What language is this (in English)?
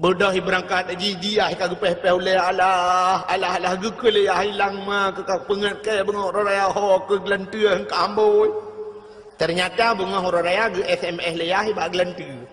Achinese